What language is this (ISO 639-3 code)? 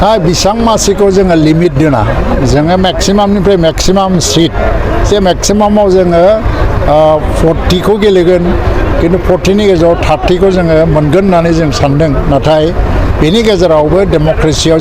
brx